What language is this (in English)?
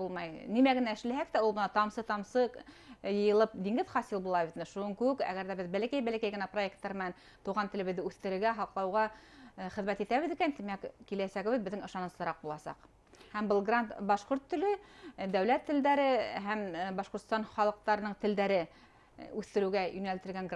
Bashkir